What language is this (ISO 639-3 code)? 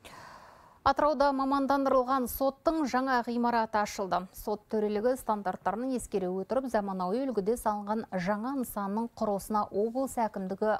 kaz